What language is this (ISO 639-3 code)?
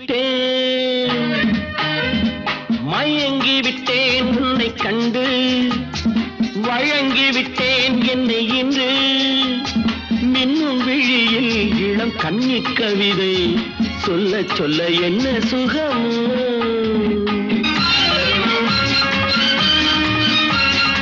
tam